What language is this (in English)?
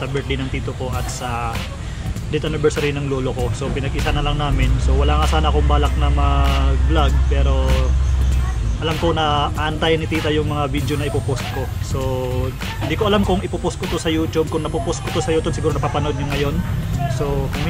Filipino